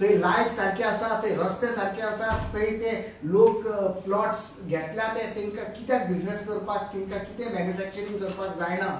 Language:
Konkani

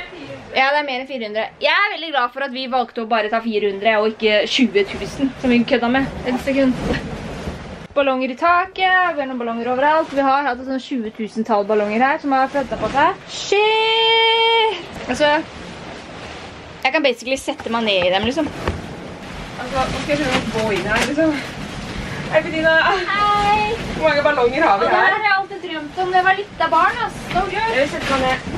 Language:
Norwegian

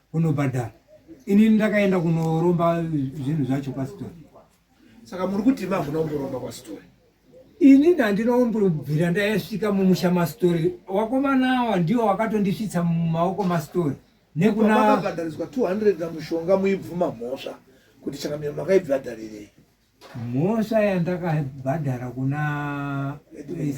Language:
Shona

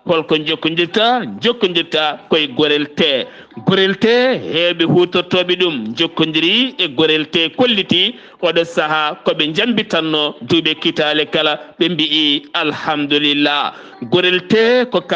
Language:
Fula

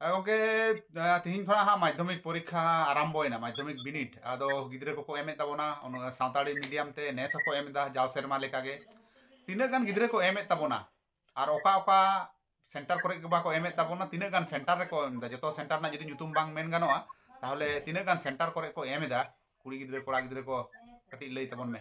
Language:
Santali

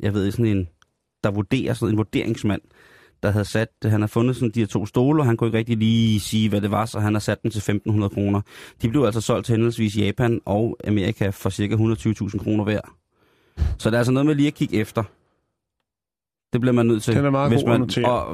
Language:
Danish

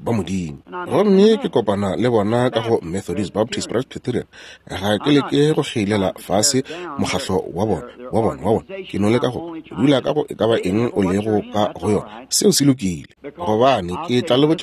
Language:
Northern Sotho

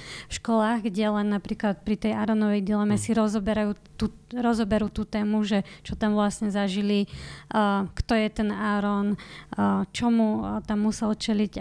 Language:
Slovak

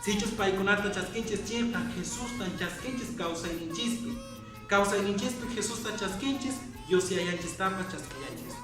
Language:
Quechua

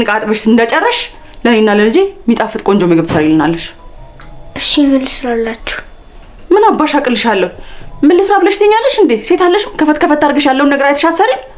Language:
Amharic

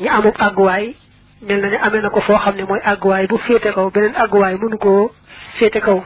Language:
Wolof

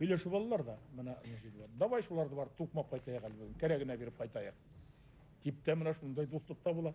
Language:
Bashkir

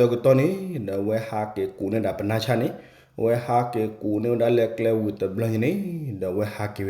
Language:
S'gaw Karen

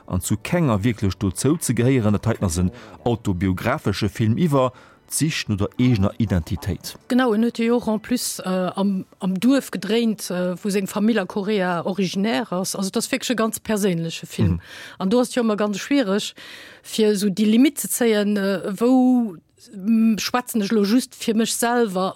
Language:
Luxembourgish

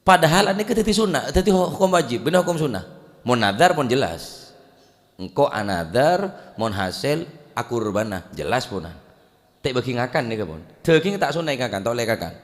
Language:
Madurese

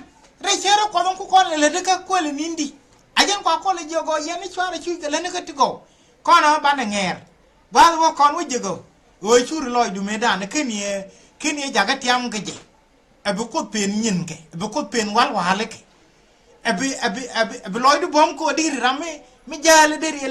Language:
Nuer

